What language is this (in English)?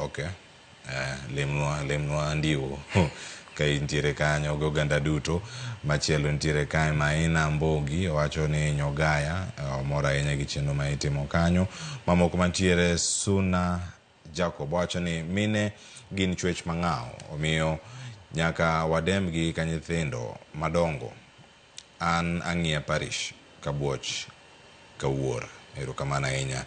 Luo (Kenya and Tanzania)